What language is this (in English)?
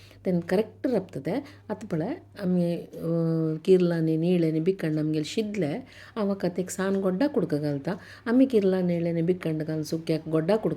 Konkani